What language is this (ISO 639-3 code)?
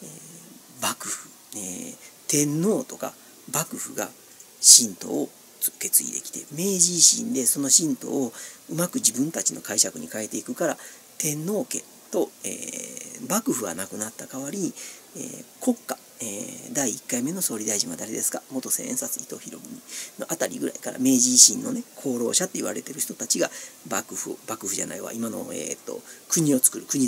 jpn